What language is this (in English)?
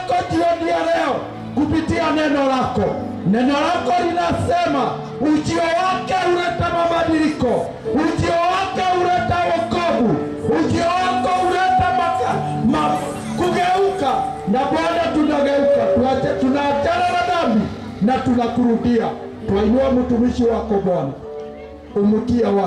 Swahili